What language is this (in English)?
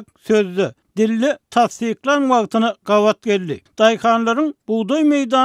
Turkmen